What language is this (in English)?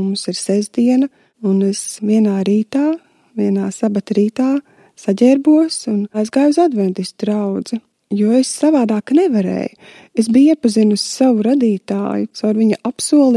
Latvian